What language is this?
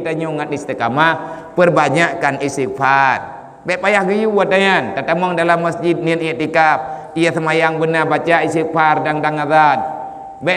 Achinese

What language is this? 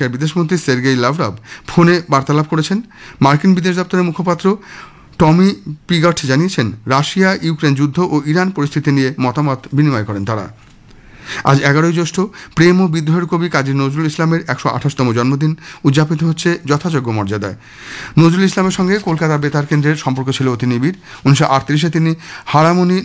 Bangla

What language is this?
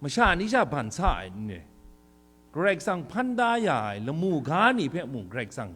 Kachin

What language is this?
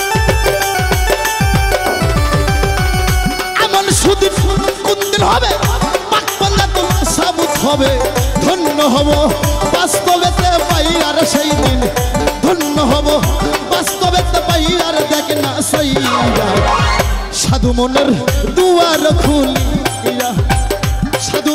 Bangla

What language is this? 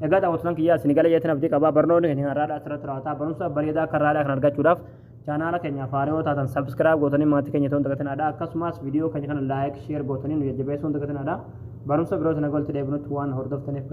Oromo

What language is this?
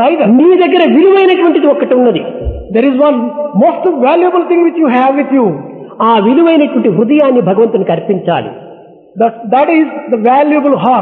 Telugu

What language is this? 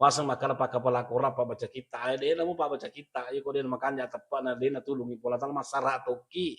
Buginese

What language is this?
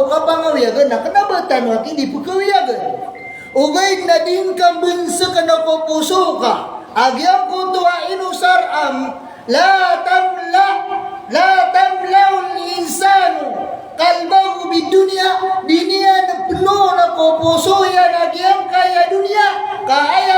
Maranao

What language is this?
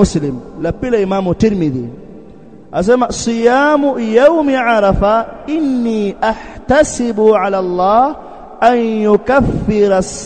Swahili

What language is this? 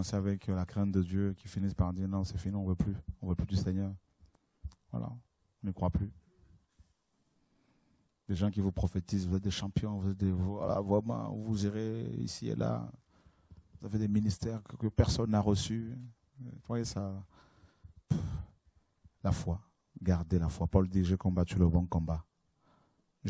French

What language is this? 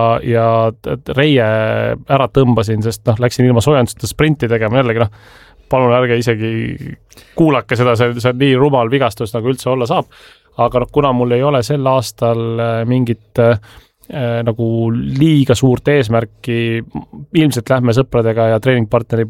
Estonian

